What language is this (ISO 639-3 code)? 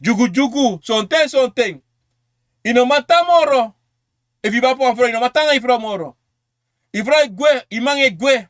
srn